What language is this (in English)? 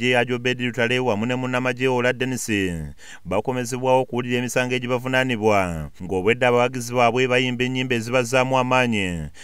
Ganda